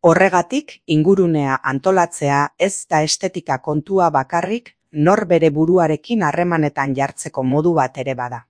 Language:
Basque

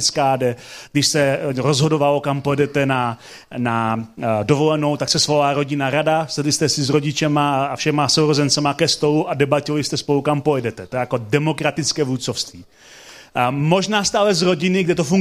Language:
Czech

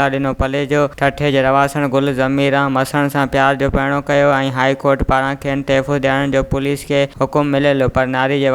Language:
Sindhi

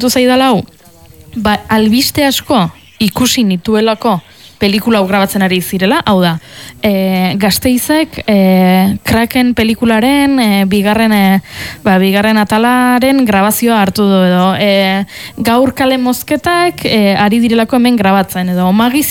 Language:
Basque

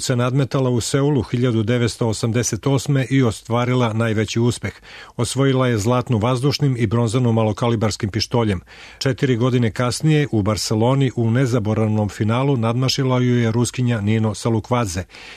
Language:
Serbian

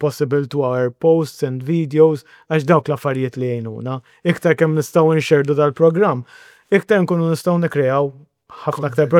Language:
Maltese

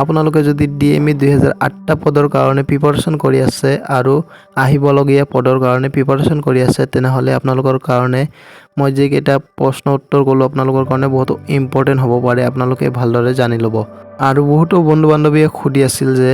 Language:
Assamese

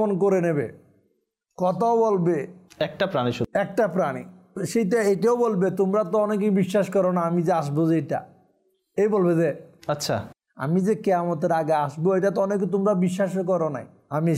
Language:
Bangla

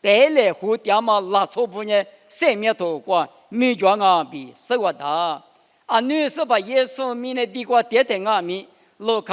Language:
Lisu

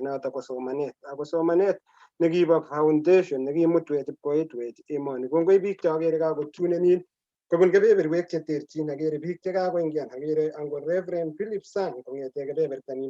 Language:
Kalenjin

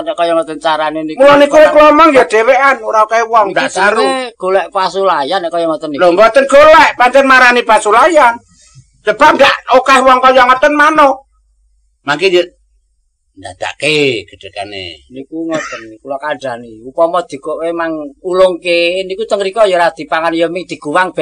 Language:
Javanese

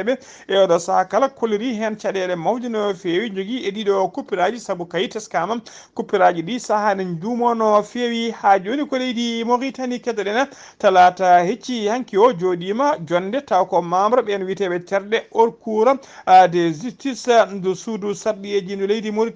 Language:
Fula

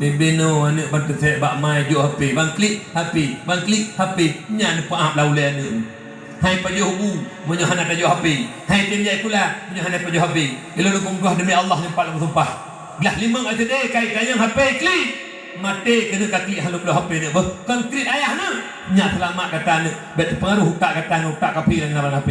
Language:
Achinese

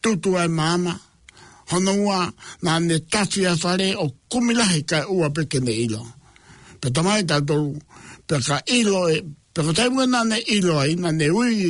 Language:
Tongan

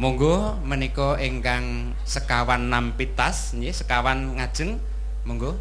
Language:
Javanese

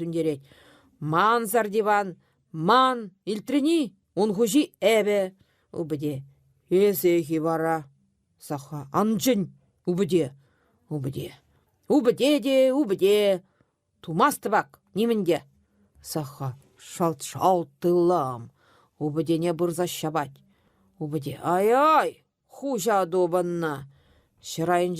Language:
Chuvash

